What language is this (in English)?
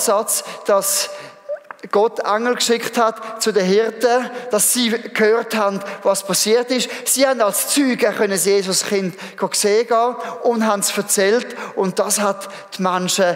Swiss German